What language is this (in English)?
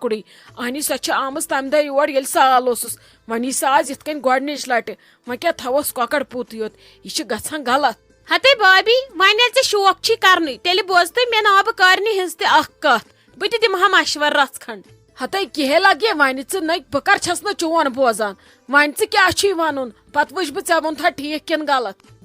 Kashmiri